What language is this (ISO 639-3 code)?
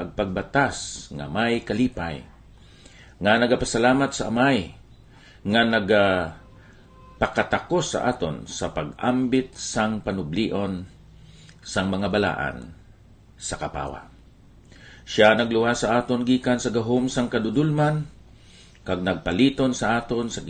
hil